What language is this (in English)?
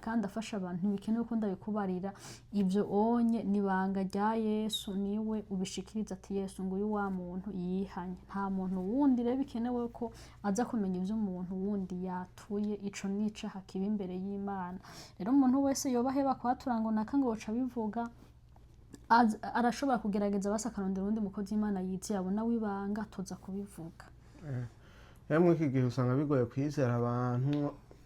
Rundi